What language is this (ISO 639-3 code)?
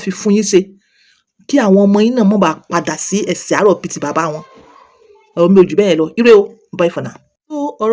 yor